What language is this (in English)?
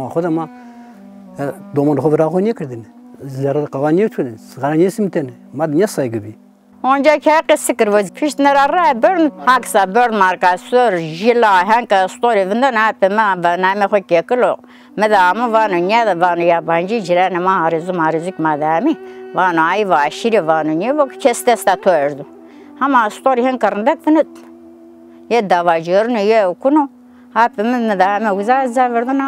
Zaza